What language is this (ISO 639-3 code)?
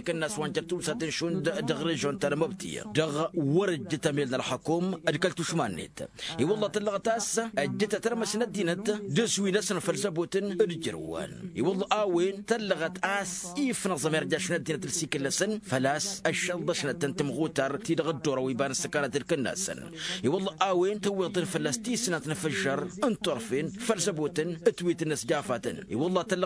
taq